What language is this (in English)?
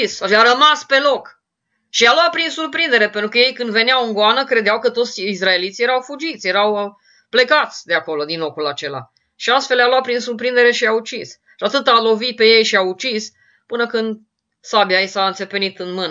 Romanian